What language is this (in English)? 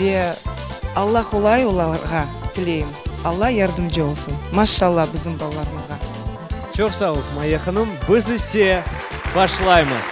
Crimean Tatar